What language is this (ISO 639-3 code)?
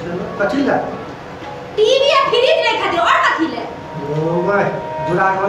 mai